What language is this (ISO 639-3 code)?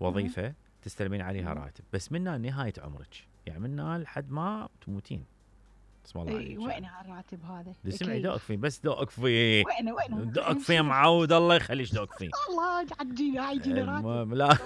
acm